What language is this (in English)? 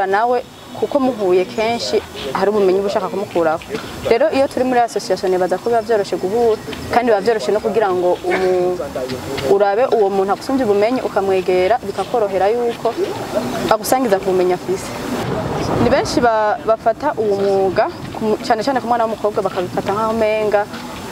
Rundi